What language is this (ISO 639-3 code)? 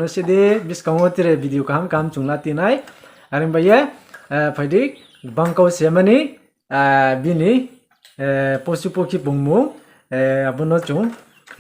ria